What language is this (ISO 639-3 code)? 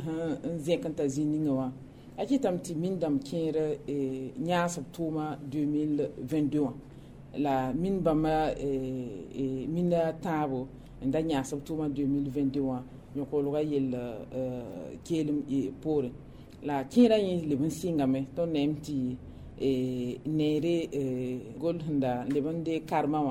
mos